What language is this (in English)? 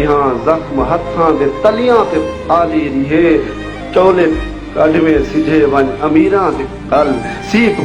Saraiki